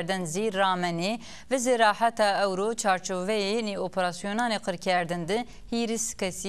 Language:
Zaza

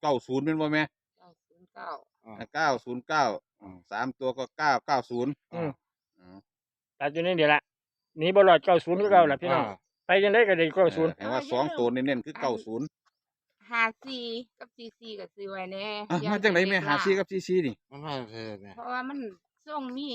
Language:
Northeastern Thai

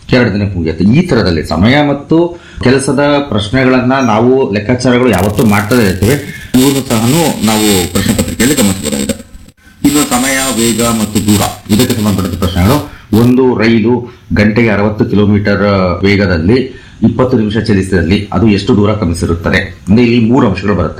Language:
Kannada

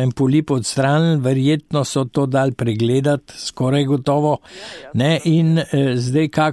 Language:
Slovenian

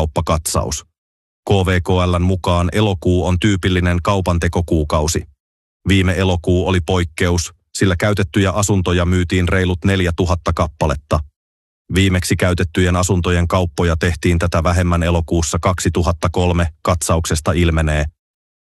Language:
Finnish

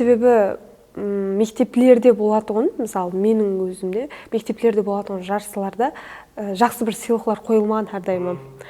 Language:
Kara-Kalpak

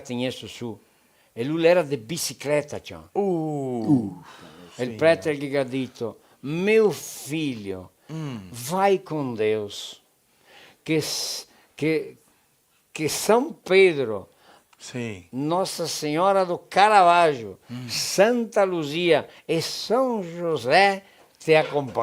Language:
Venetian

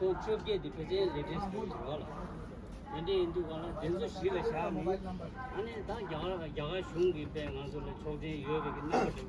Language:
Tibetan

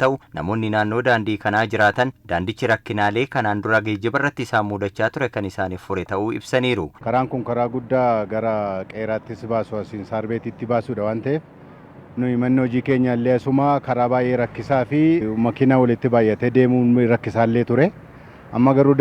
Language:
Oromo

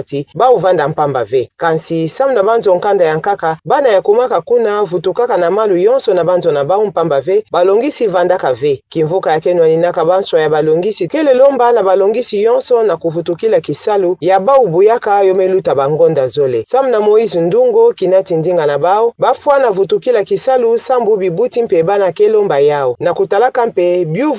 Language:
Kituba (Democratic Republic of Congo)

